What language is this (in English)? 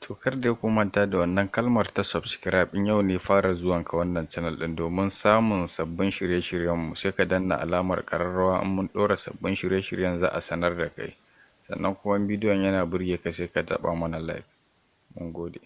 Hausa